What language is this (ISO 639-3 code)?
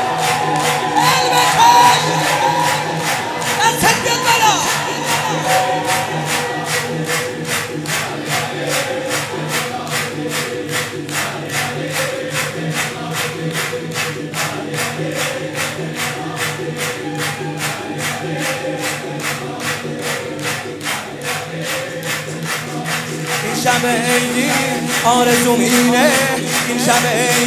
fas